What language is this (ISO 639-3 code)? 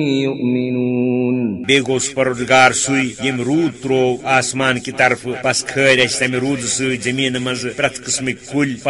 kas